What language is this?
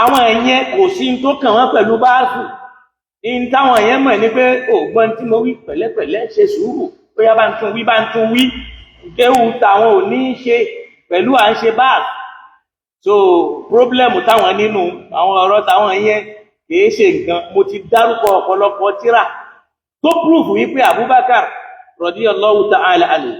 Yoruba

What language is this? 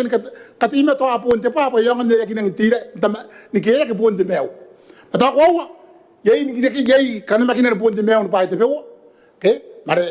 Gilbertese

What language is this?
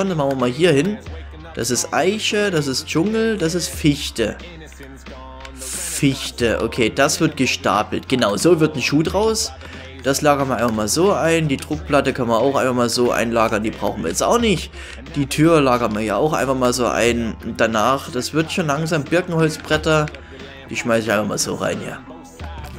German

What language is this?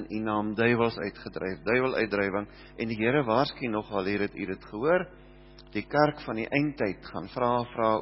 Afrikaans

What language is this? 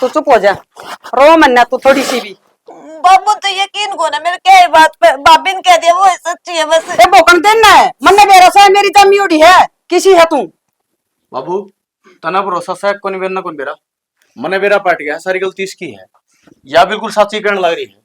Haryanvi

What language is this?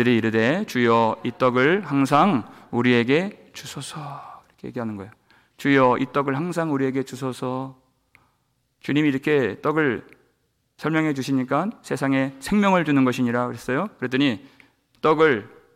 Korean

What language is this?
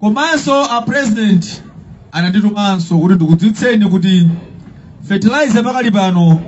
Nyanja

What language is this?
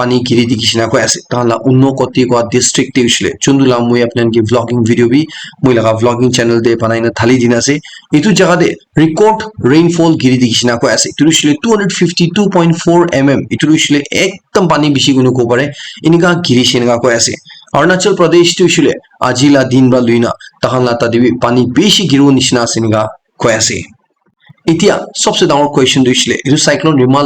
Naga Pidgin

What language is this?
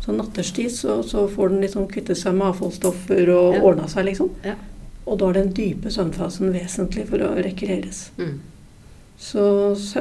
Norwegian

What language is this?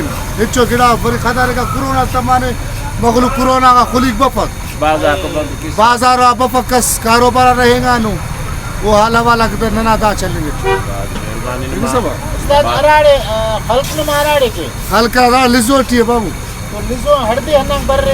Brahui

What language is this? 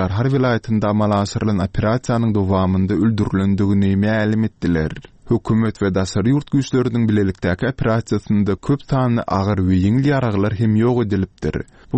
Turkmen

